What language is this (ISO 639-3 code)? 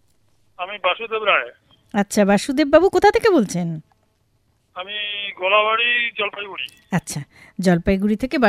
ben